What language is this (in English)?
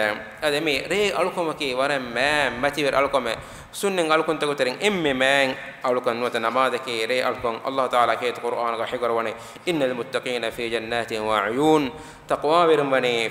Divehi